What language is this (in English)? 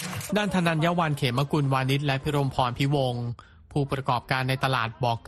Thai